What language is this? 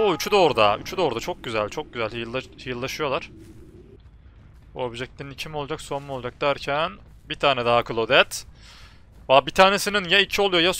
Turkish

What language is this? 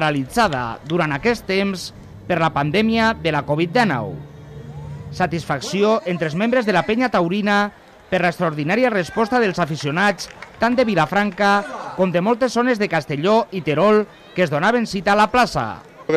Catalan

